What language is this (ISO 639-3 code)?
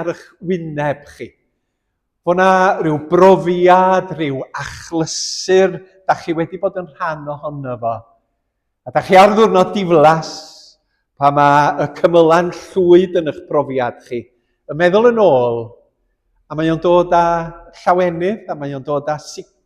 cym